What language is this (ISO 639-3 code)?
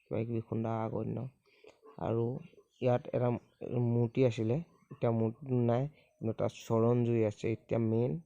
asm